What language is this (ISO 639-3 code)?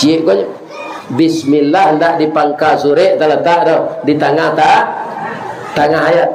min